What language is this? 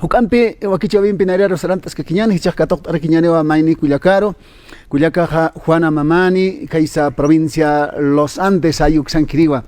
Aymara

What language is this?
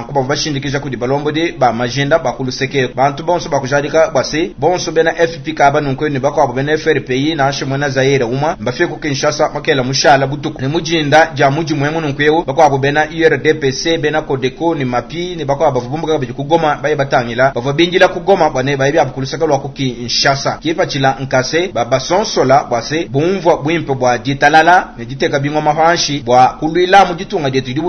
Luba-Lulua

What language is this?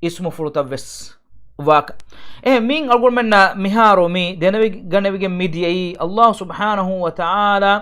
Divehi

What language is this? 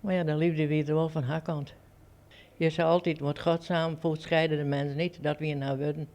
Western Frisian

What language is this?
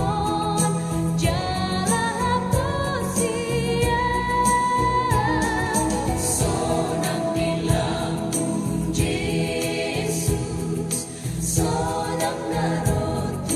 Batak Toba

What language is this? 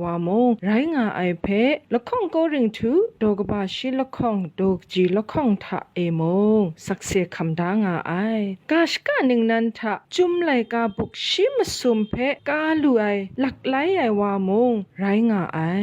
Kachin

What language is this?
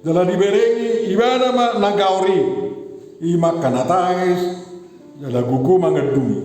Batak Toba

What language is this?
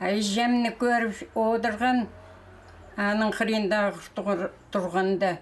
Khakas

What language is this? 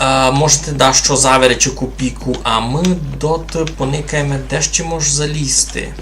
Rusyn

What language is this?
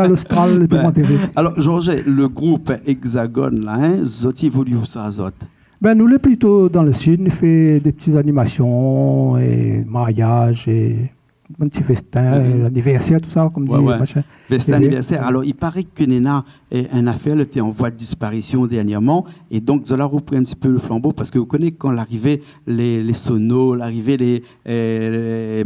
Réunion Creole French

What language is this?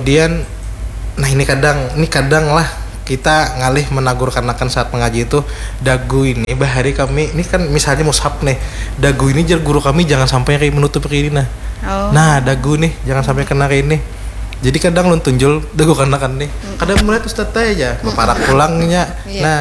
Banjar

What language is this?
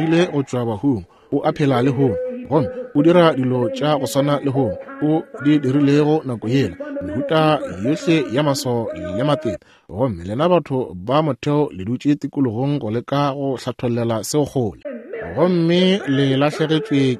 Northern Sotho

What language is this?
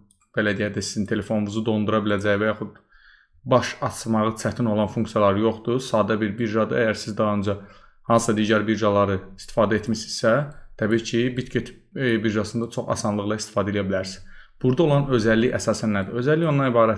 Azerbaijani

